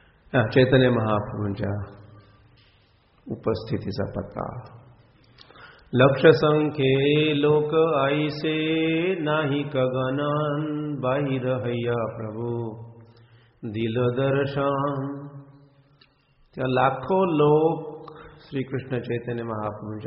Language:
Marathi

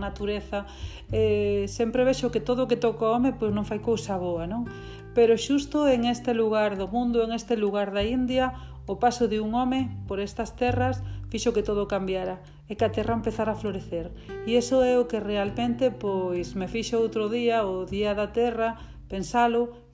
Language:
Galician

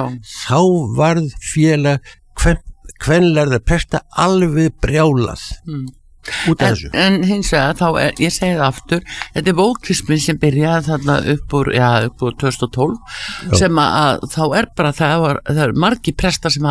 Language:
Icelandic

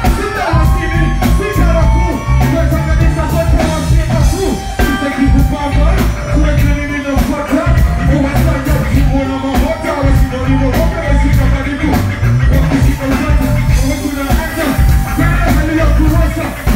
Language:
Swahili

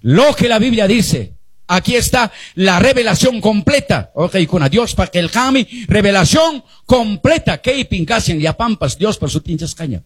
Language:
Quechua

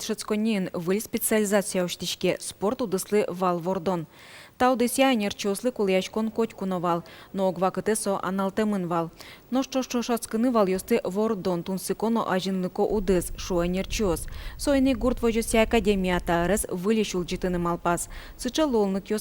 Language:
Udmurt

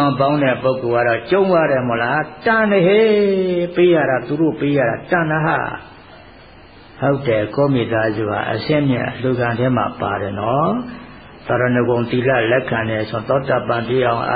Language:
Burmese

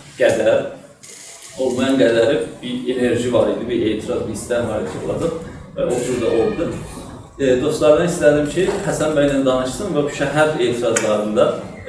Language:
South Azerbaijani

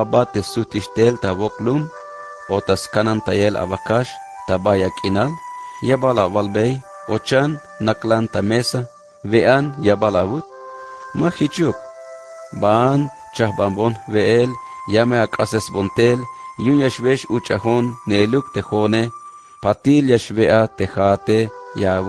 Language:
Tzeltal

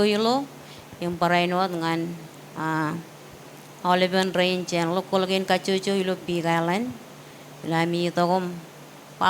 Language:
Marshallese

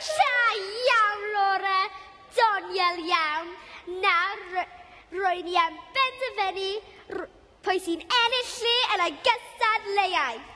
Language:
Welsh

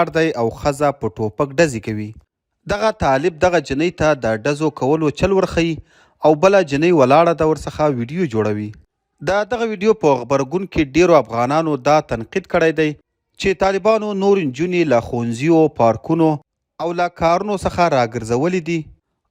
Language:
Pashto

